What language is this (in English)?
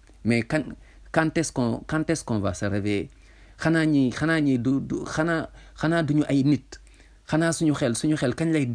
Wolof